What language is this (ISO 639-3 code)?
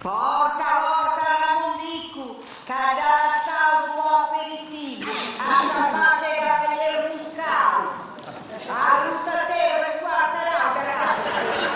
srd